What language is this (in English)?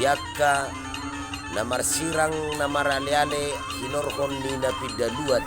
Batak Toba